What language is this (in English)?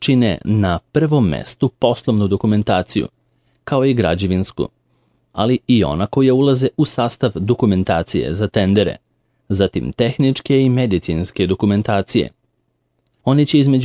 Serbian